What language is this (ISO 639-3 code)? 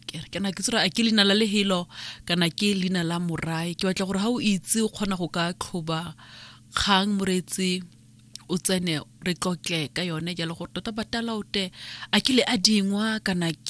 tsn